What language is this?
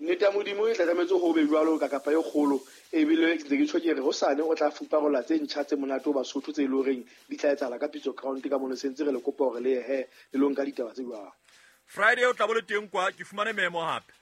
Southern Sotho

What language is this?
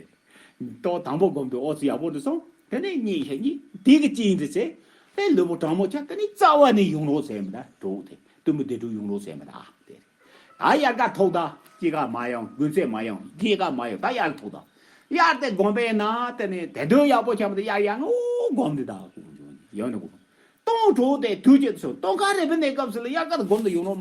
Tibetan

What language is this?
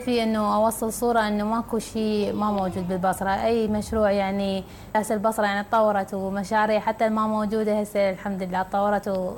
Mesopotamian Arabic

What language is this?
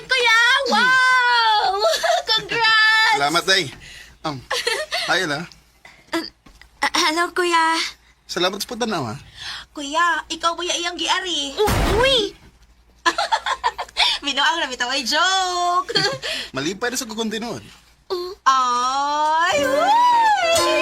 Cebuano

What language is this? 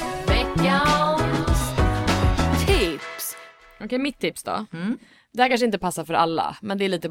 Swedish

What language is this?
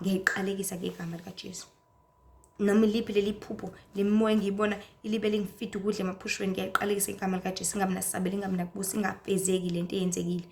Zulu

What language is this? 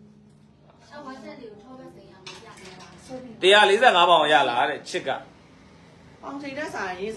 Burmese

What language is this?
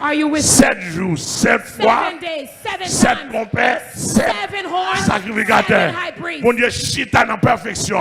Haitian Creole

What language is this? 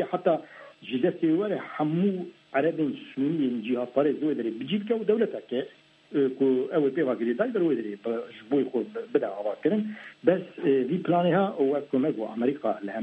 Kurdish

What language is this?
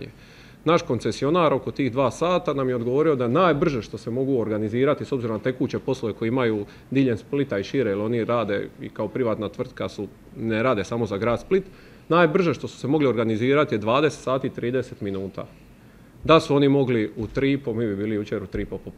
Croatian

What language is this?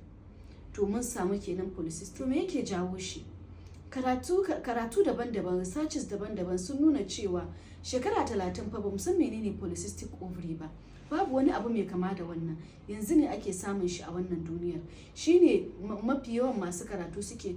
Hausa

